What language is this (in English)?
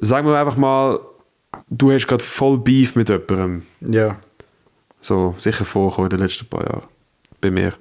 Swiss German